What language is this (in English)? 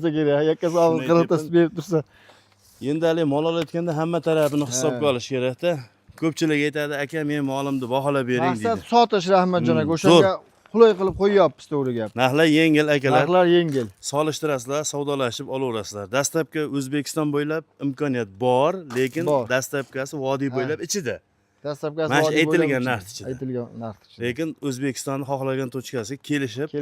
Uzbek